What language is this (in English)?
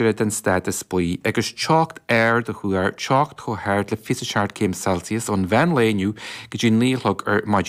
Irish